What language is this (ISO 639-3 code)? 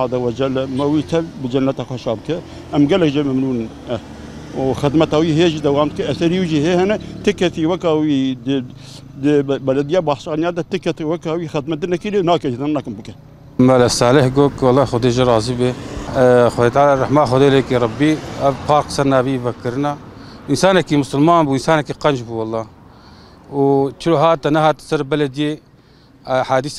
kur